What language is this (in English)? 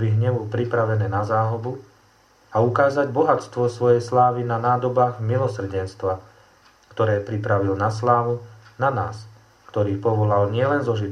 Slovak